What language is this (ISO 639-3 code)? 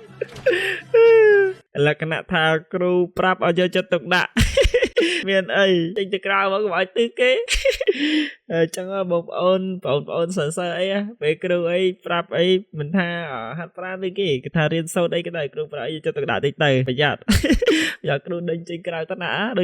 khm